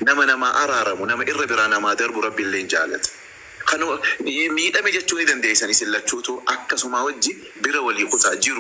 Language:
Oromo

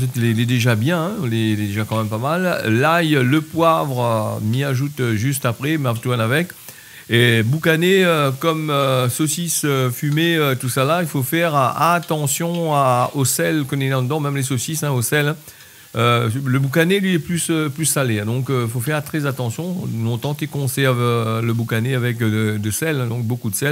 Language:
Réunion Creole French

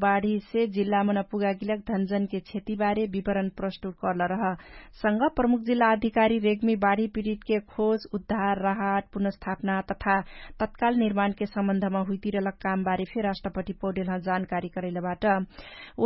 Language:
Dangaura Tharu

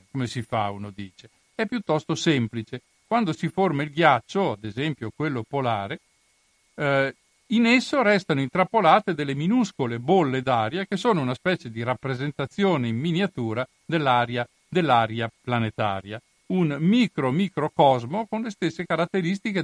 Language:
Italian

